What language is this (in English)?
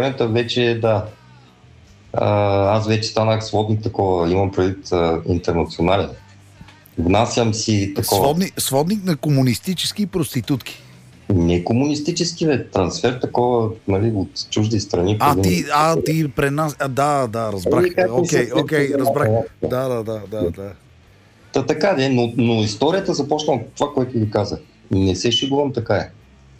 Bulgarian